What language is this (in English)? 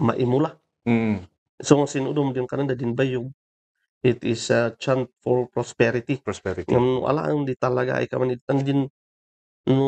Kankanaey